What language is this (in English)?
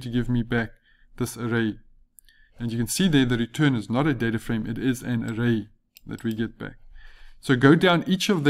English